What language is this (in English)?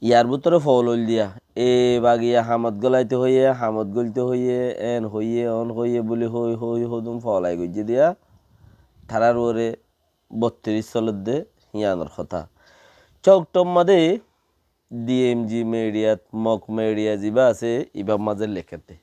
Rohingya